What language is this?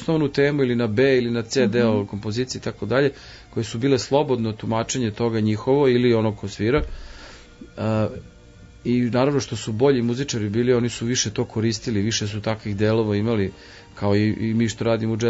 Serbian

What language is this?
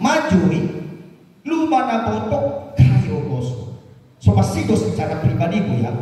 Nias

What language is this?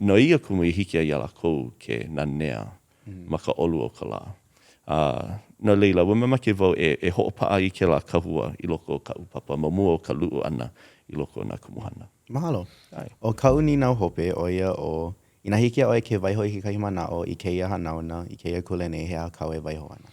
Hawaiian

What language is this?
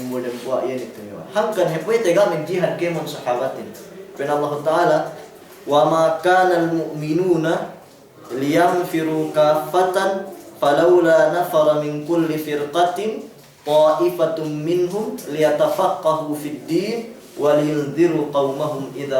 Yakan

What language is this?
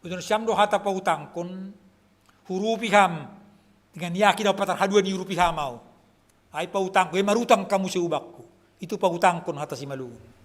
Batak Simalungun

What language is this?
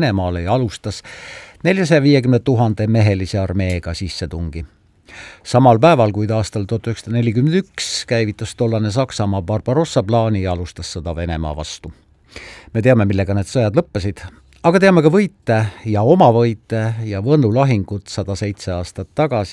Estonian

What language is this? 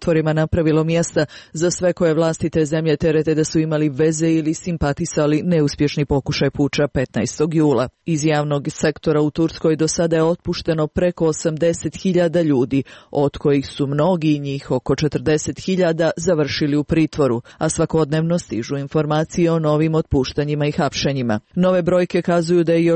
Serbian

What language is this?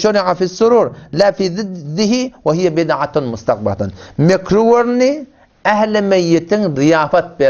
Turkmen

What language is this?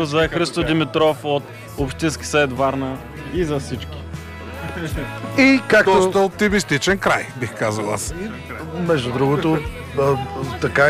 Bulgarian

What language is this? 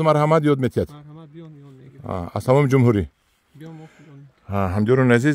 Tajik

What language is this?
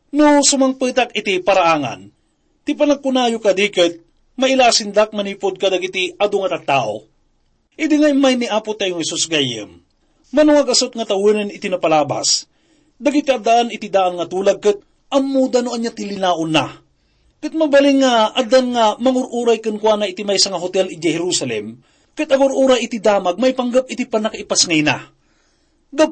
Iloko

